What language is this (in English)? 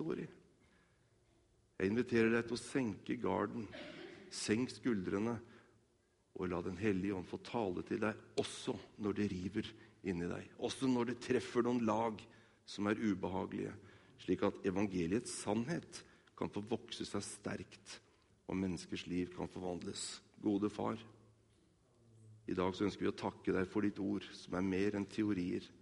Norwegian